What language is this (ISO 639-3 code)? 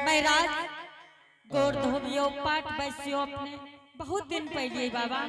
anp